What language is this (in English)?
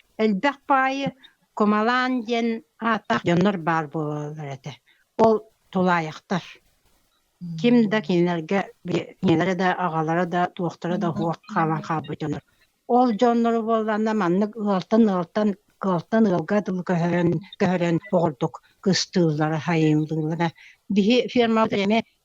Yakut